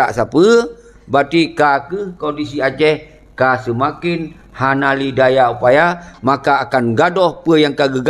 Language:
Achinese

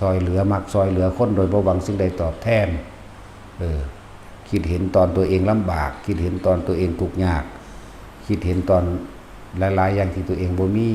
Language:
Northeastern Thai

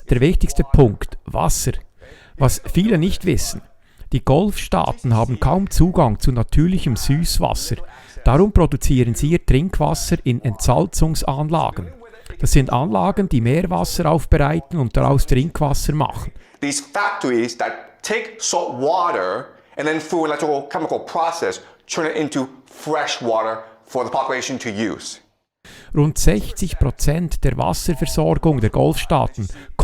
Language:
Swiss German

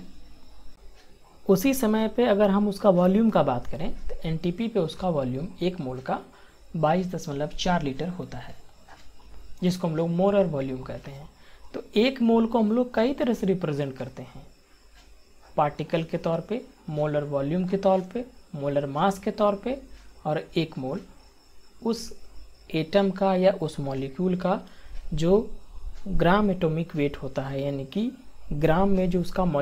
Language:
Hindi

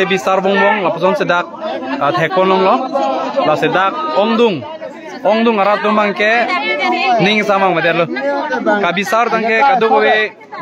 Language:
Karbi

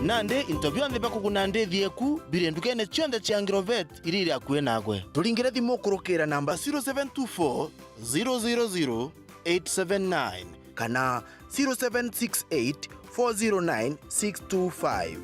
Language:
Meru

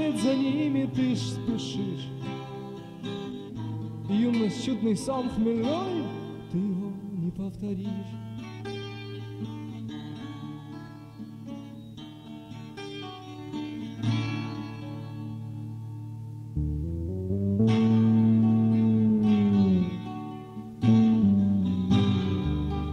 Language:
Russian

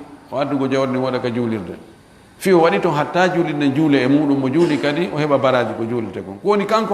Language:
Fula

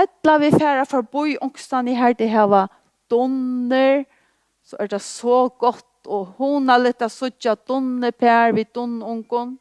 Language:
Faroese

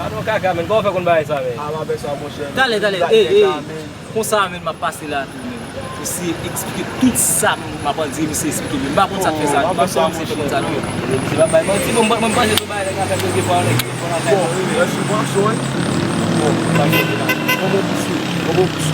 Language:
Haitian Creole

